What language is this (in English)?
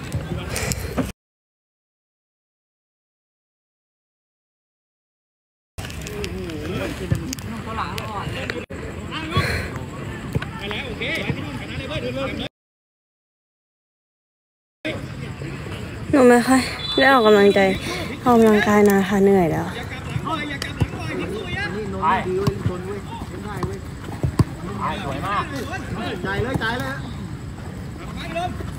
Thai